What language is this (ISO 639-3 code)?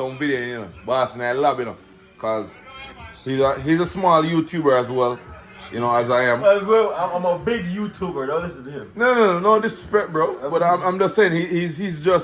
jam